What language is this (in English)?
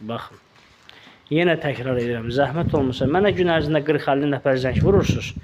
Azerbaijani